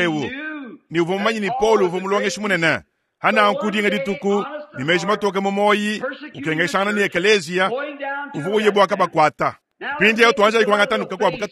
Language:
Luba-Lulua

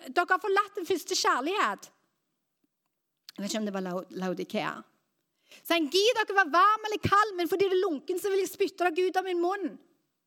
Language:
Norwegian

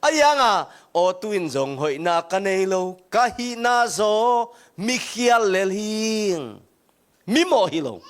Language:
Tedim Chin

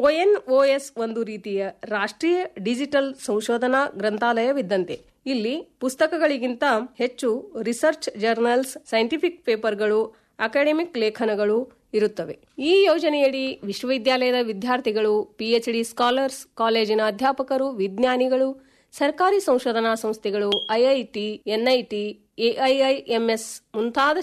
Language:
Kannada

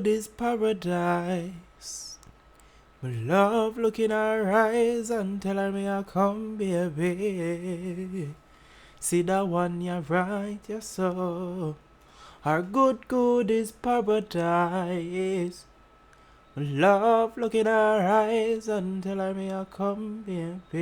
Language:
Jamaican Creole English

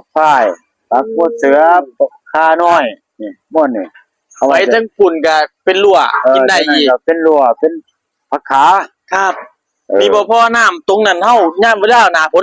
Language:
Northeastern Thai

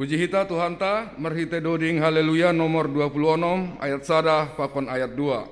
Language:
Batak Simalungun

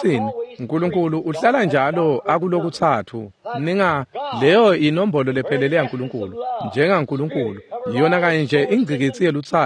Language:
Swati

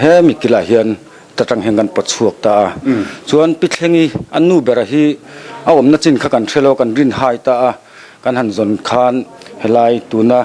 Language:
Mizo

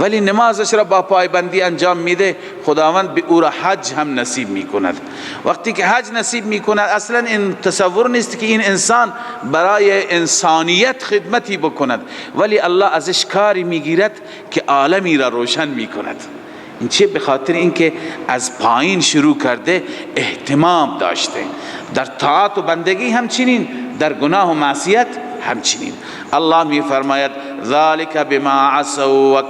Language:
Persian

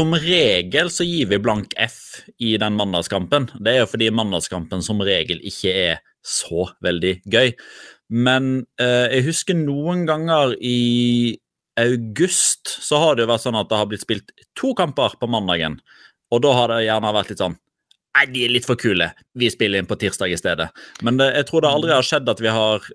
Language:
Norwegian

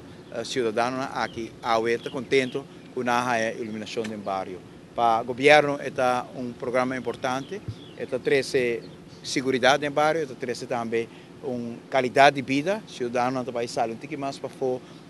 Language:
Papiamento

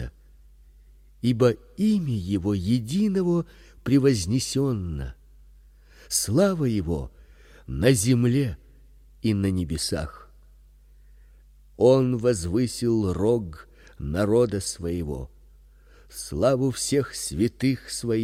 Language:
Russian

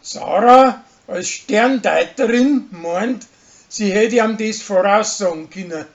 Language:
Bavarian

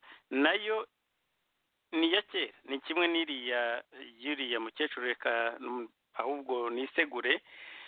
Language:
Kinyarwanda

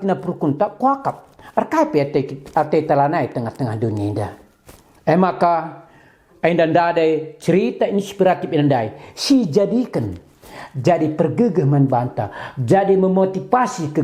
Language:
Batak Karo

